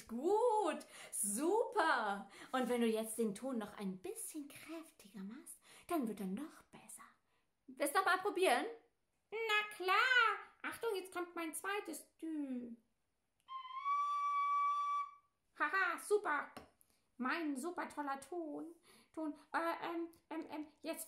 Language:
German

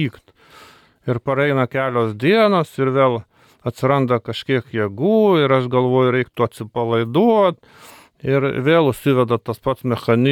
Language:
Lithuanian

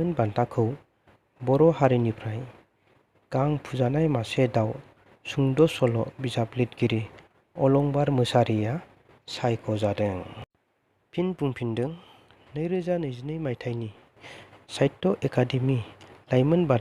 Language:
Bodo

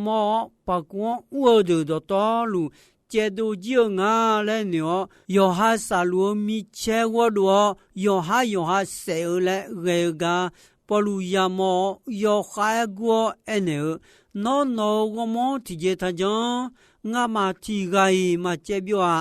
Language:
Akha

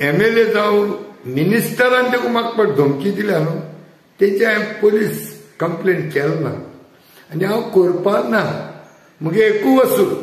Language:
Konkani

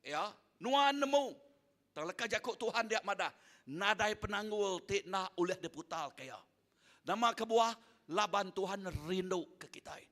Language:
Iban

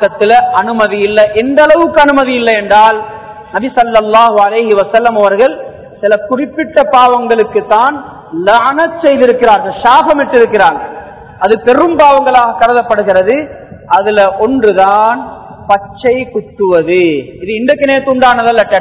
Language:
Tamil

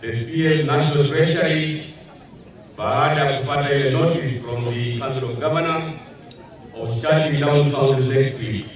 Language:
Gusii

